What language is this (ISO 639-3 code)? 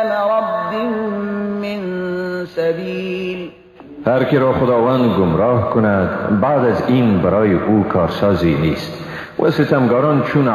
fas